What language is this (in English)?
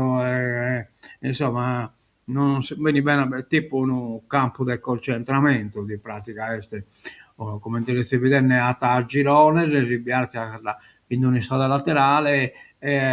Sardinian